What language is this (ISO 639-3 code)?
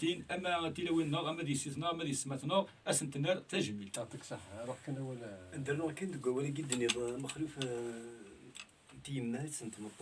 kab